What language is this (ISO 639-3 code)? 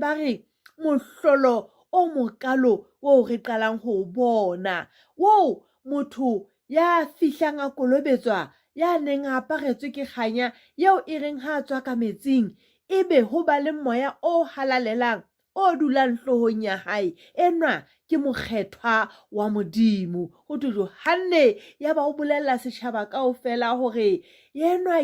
sot